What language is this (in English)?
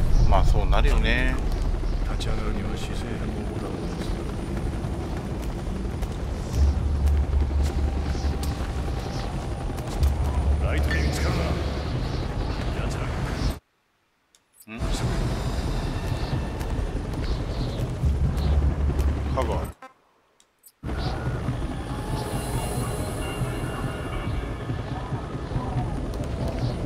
Japanese